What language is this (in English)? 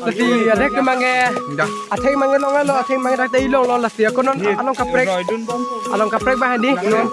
Karbi